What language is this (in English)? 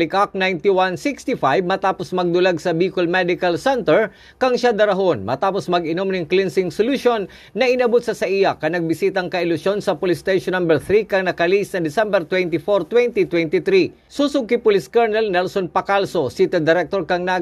Bikol